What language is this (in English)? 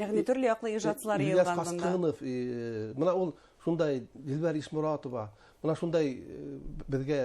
Bashkir